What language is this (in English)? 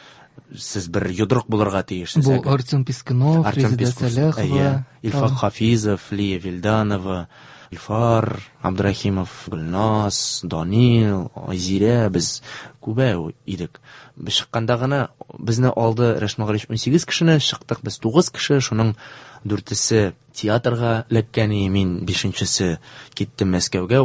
Tatar